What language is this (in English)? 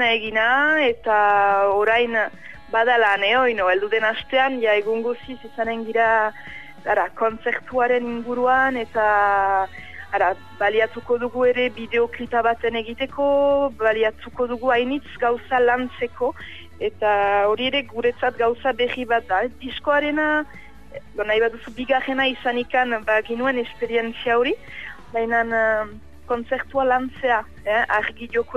Basque